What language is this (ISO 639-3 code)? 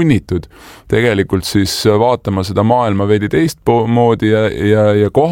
est